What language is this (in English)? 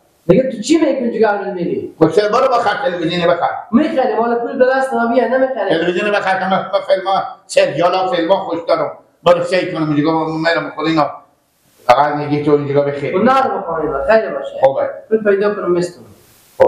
Persian